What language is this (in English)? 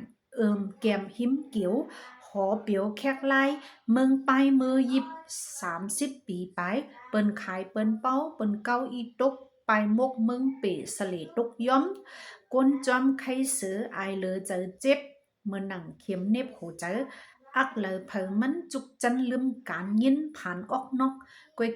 Shan